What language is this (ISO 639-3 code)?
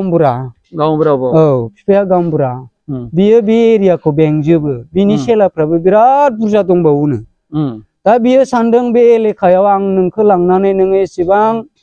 brx